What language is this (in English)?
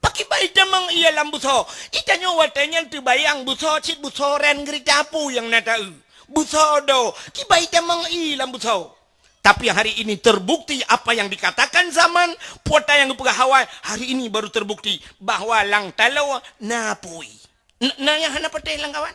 Achinese